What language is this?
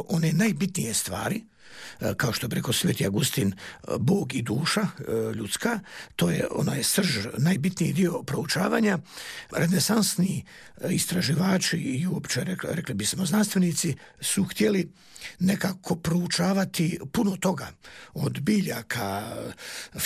Croatian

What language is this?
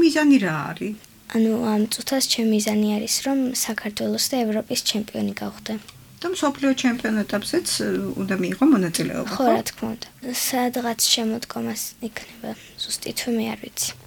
Georgian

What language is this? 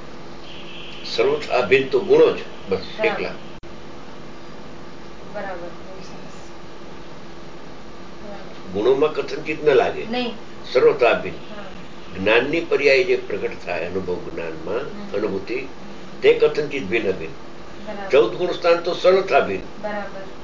Gujarati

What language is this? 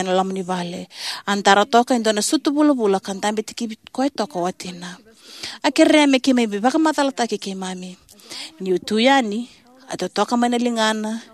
Fijian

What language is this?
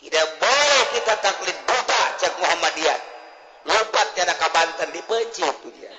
Sundanese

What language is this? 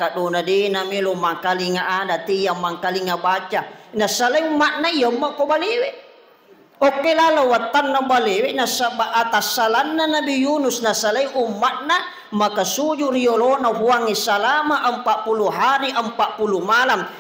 Buginese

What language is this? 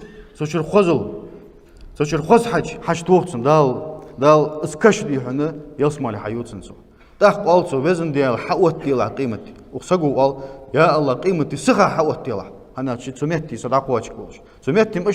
Ingush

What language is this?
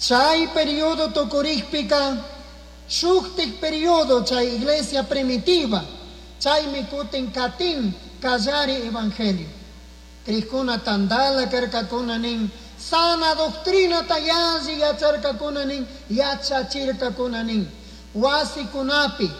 Chimborazo Highland Quichua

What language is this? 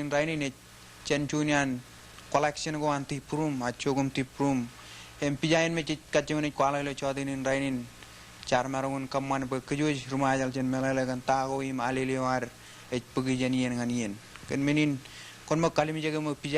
Marshallese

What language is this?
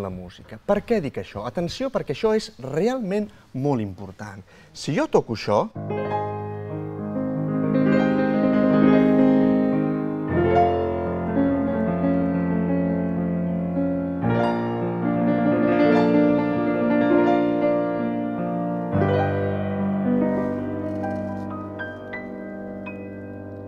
Catalan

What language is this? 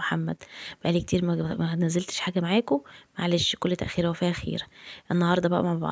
Egyptian Arabic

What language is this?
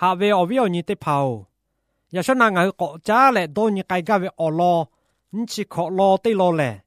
Lahu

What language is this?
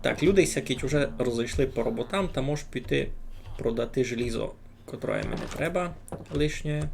Rusyn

